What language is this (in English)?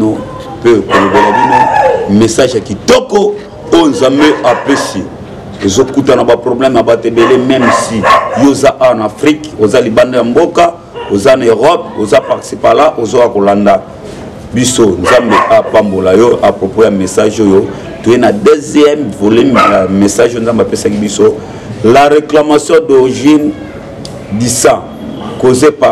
Lingala